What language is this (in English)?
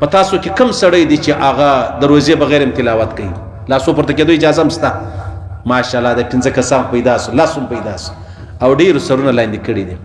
Pashto